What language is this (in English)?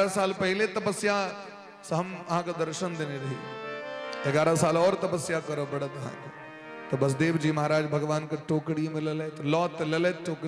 Maithili